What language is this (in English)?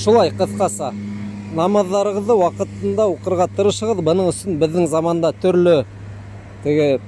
Bashkir